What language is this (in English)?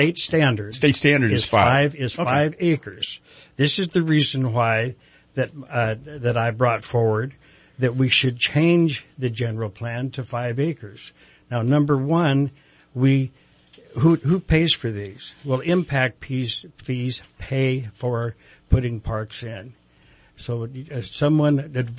English